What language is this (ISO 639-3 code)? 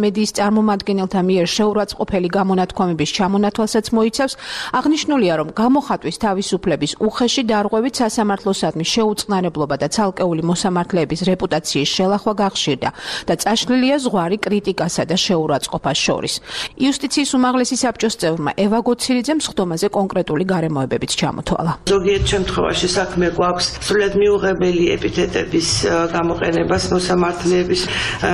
kat